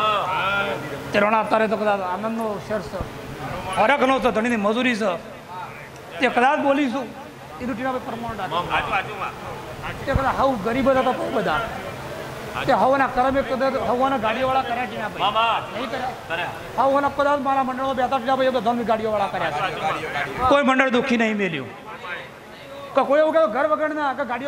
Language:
Gujarati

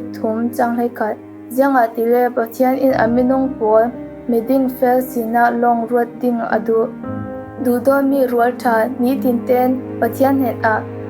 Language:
Falam Chin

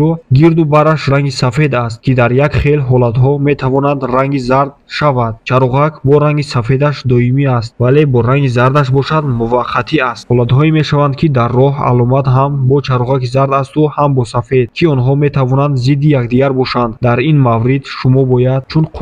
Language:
Tajik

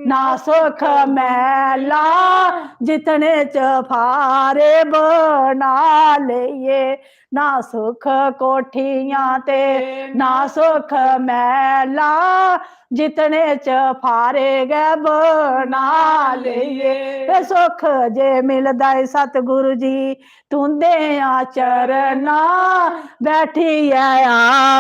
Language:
Dogri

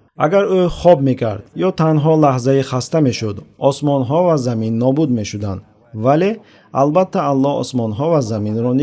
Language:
Tajik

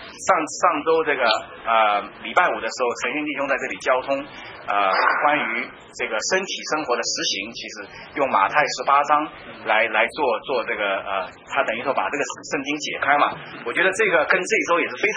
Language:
Chinese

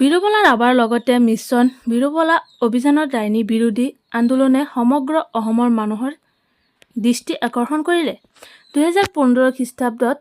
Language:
Assamese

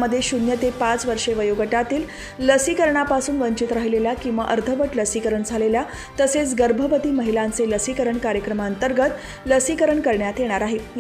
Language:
Marathi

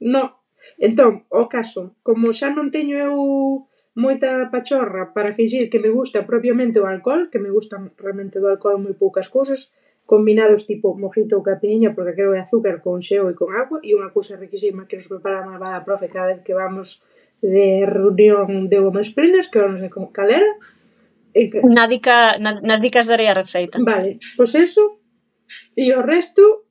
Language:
Galician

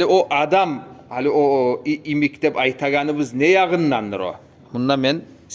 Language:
Kumyk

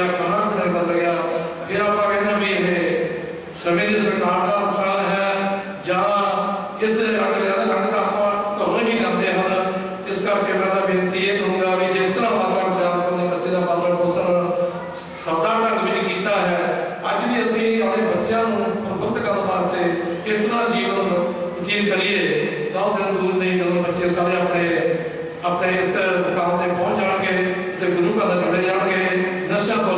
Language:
Punjabi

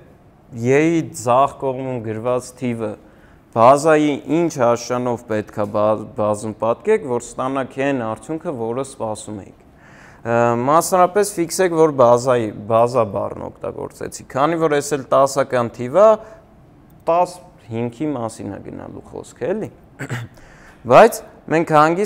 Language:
Armenian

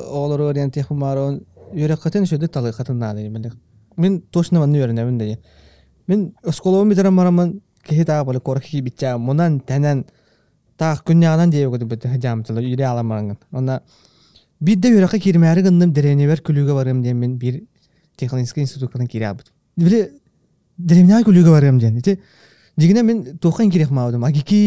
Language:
Yakut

